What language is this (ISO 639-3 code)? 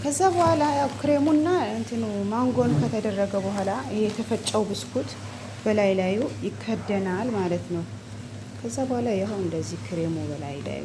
amh